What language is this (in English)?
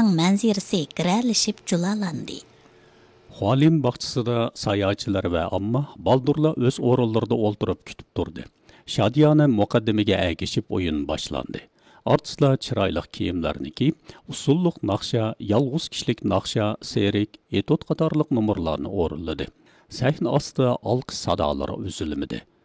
Uyghur